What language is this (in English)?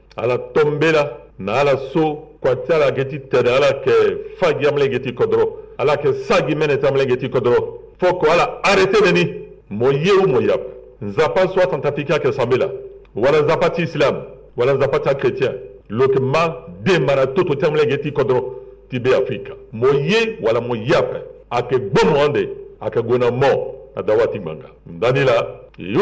Sango